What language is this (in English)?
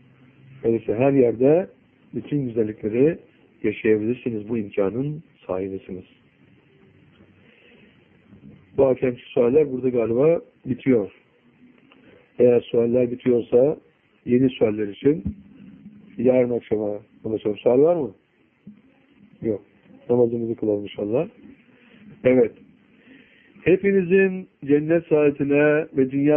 Turkish